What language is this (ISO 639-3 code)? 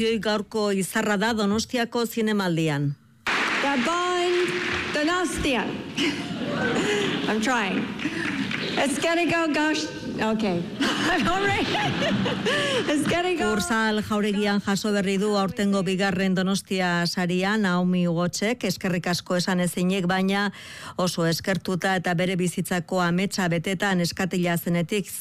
eus